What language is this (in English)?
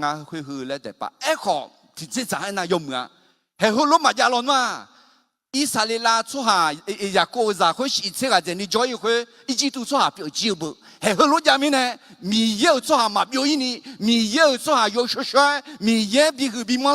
Akha